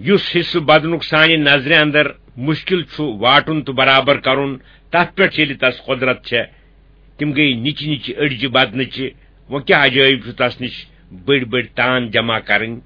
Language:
Kashmiri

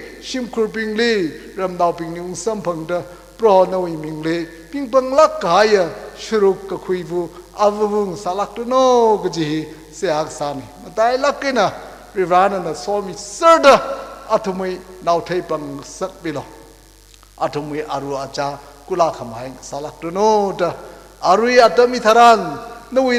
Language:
Tangkhul Naga (India)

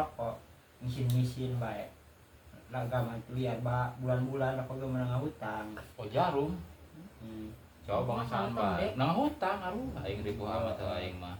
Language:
Sundanese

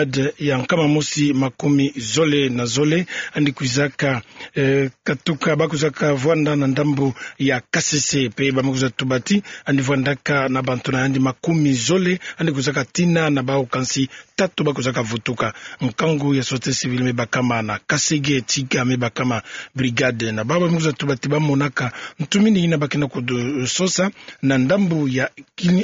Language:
Kituba (Democratic Republic of Congo)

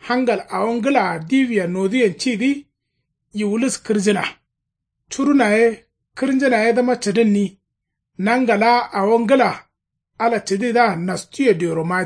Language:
Kanuri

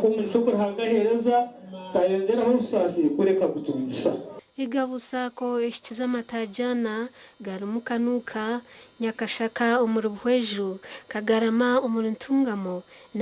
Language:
Nyankole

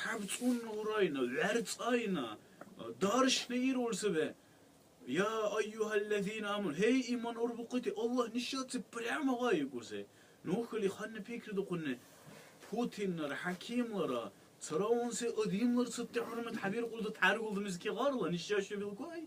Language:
Dargwa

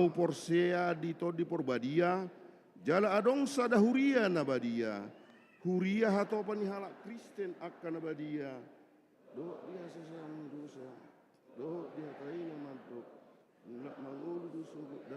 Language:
Batak Toba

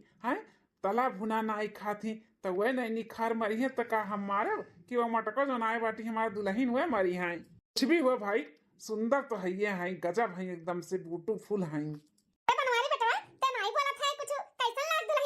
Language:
Awadhi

